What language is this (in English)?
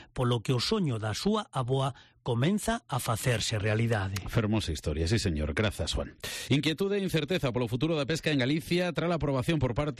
Galician